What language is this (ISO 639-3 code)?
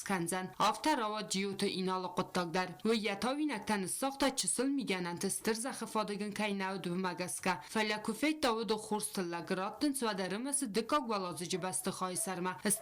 oss